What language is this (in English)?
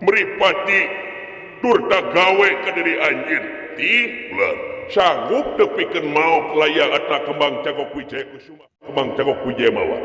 Sundanese